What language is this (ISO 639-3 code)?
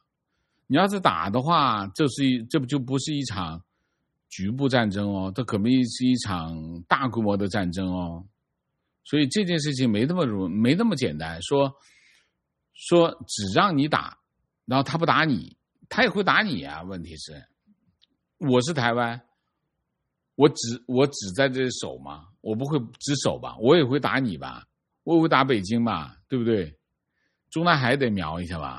zho